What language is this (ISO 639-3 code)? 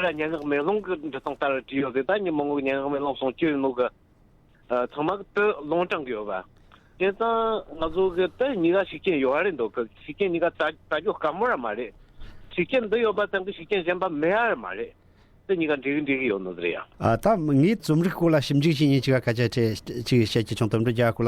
bod